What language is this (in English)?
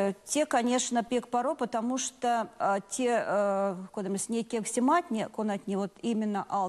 Erzya